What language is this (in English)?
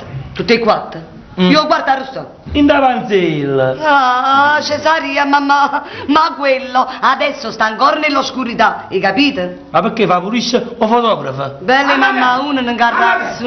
Neapolitan